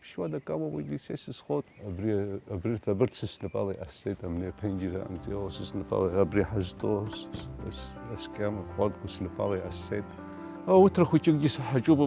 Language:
Abkhazian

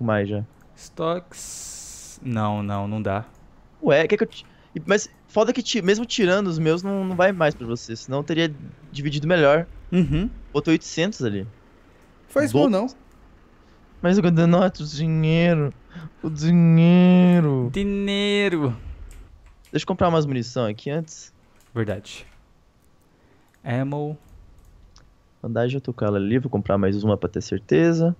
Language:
Portuguese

